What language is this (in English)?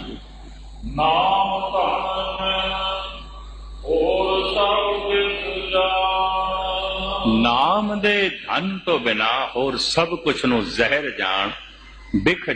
Punjabi